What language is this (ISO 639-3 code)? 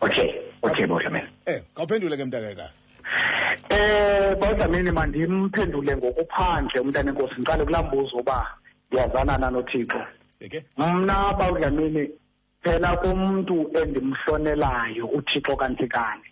xho